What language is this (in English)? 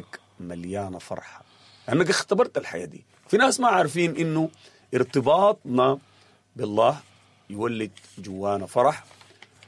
Sudanese Arabic